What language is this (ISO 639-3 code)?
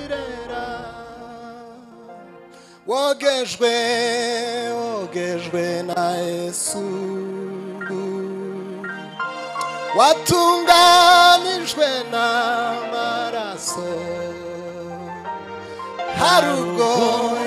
kin